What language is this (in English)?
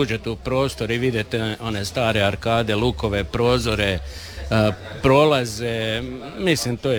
Croatian